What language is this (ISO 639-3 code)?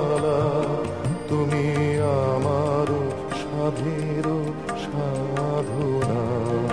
ben